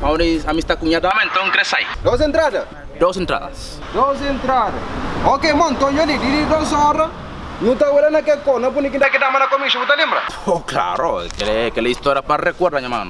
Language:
Kabuverdianu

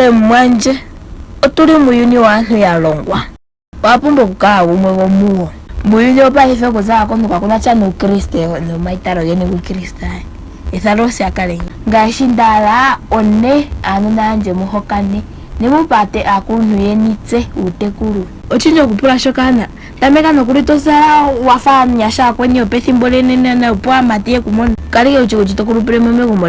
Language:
Ndonga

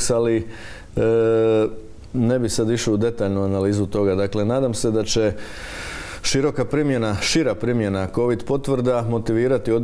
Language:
Croatian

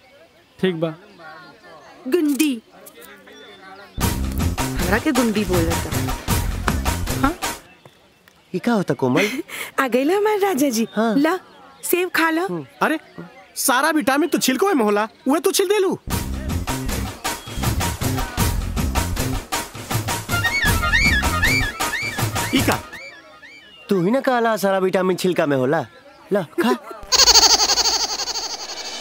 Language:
Bhojpuri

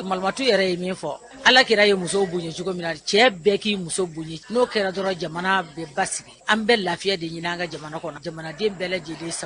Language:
Bambara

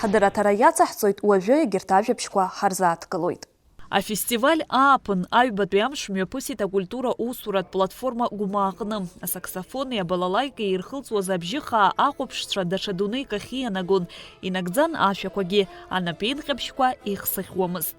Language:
Abkhazian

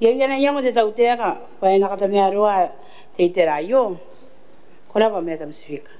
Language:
Gilbertese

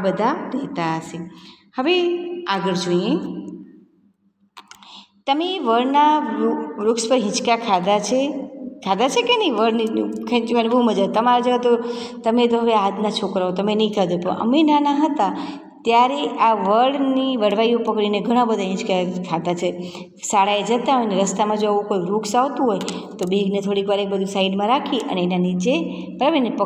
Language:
Gujarati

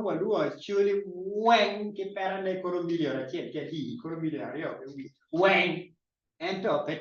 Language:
Acoli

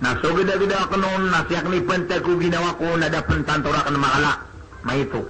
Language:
Maranao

